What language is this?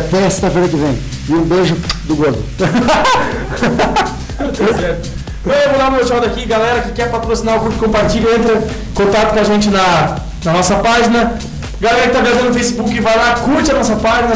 Portuguese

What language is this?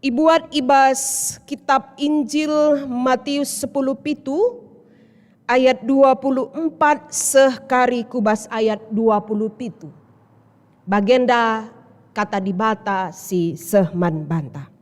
Batak Karo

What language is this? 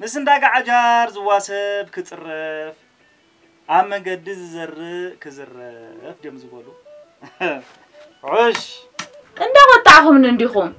Tigrinya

